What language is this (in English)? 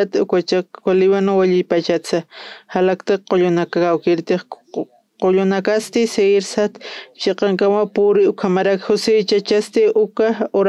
Aymara